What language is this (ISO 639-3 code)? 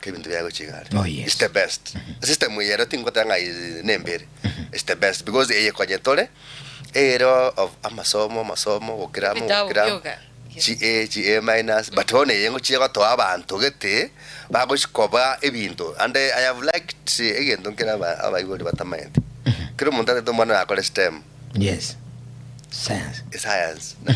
guz